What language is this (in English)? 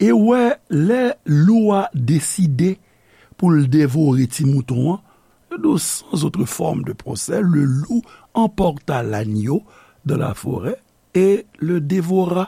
Haitian Creole